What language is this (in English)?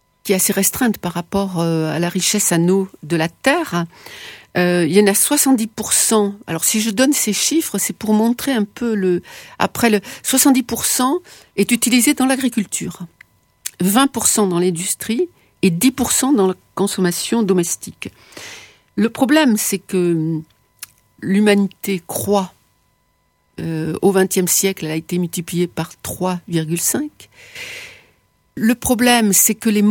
French